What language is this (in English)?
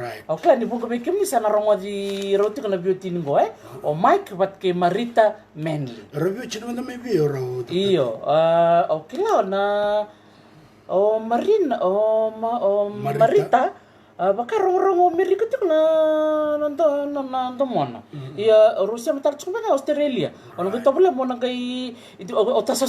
Fijian